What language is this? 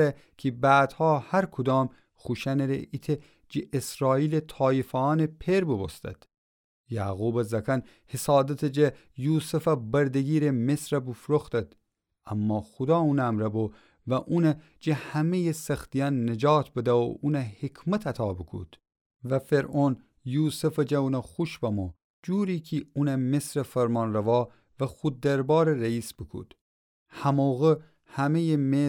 Gilaki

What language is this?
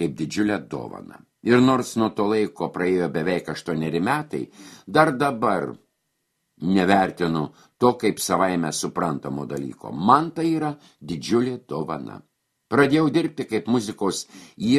Lithuanian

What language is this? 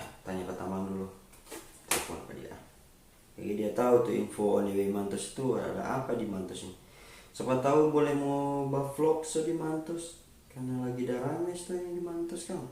Manado Malay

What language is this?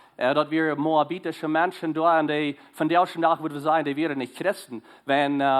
Plautdietsch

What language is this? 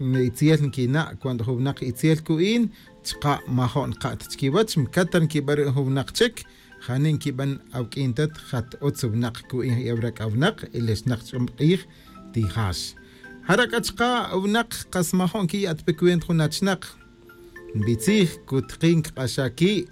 Kaqchikel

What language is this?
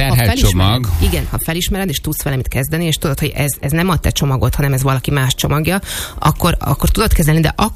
Hungarian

